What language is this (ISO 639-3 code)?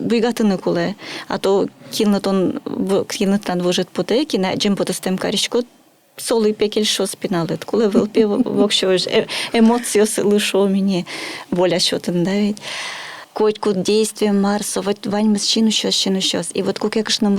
udm